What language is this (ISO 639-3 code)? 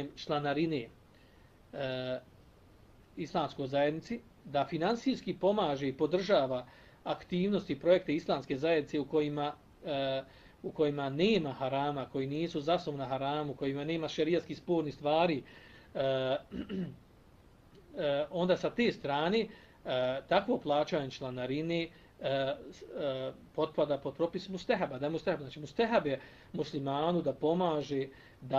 bos